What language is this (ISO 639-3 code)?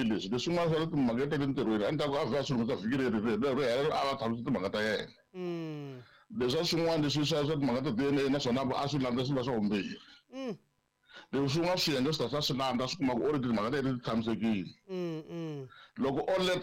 tso